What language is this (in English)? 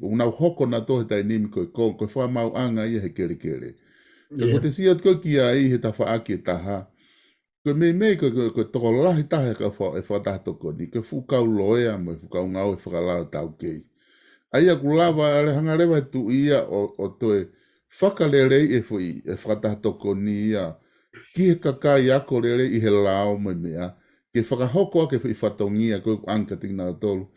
Tongan